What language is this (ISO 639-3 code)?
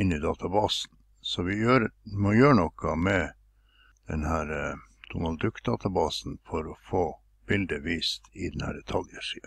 nor